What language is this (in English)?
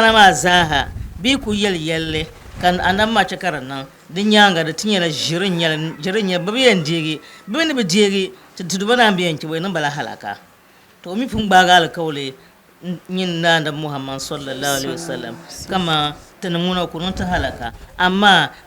Dagbani